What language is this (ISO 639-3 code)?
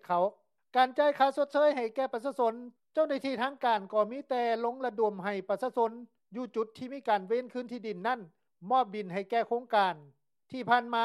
lao